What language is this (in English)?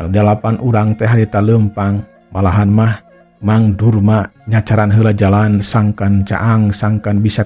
Sundanese